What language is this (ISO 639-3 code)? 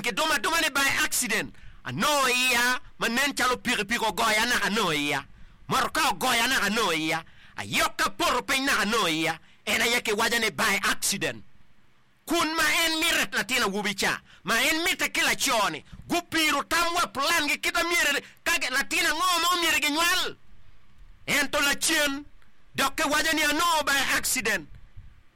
ach